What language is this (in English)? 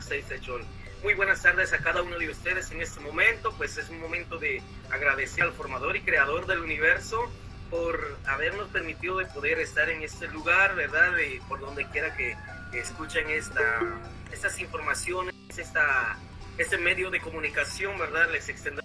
Kekchí